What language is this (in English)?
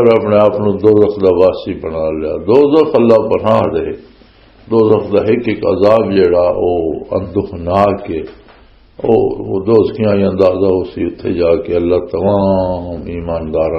Western Panjabi